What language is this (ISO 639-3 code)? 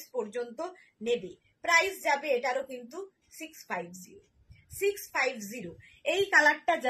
ben